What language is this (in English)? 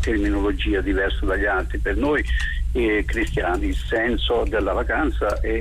Italian